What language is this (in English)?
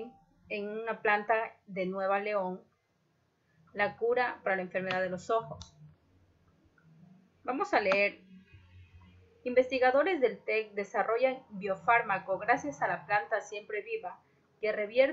Spanish